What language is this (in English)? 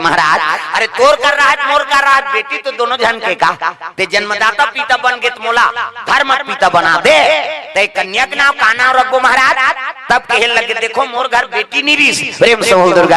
Chhattisgarhi